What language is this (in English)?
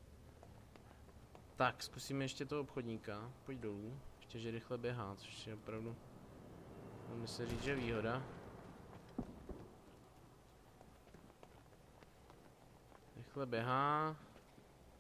Czech